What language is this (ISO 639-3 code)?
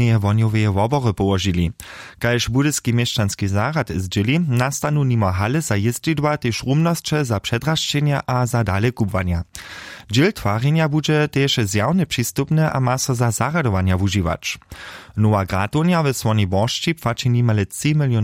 hsb